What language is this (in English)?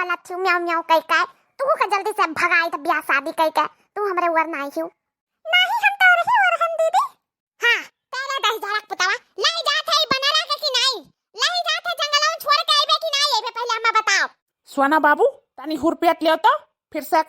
Awadhi